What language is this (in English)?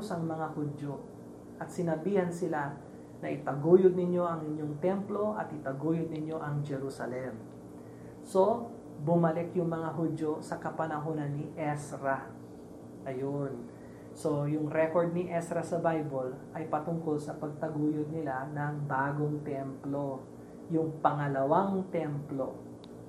Filipino